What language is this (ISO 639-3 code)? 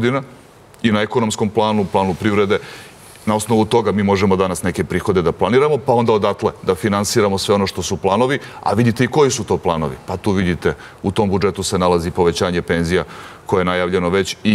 srp